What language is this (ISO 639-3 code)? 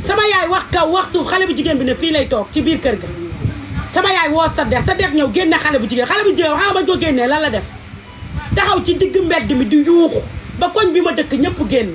wol